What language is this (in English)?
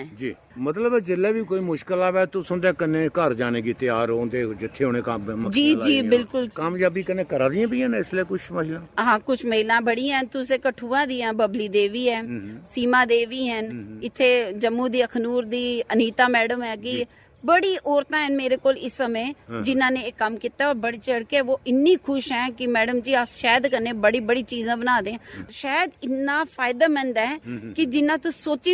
Dogri